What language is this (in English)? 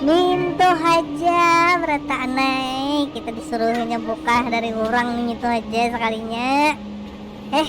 Banjar